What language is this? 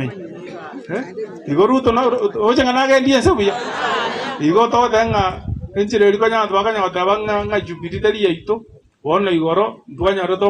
Gusii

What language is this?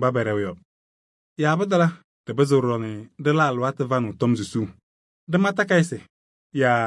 Kabiyè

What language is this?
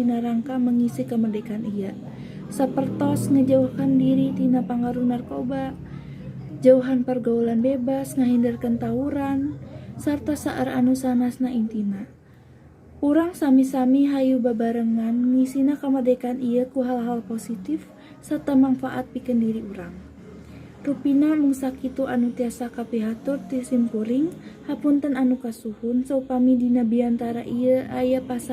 Sundanese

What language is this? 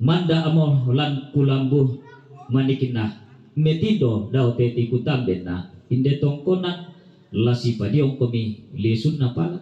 Toraja-Sa'dan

